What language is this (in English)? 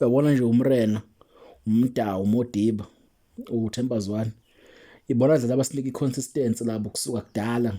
Zulu